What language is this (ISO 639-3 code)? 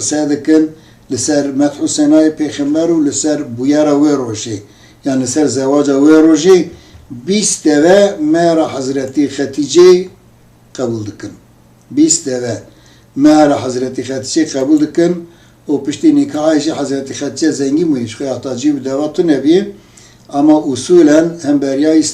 kur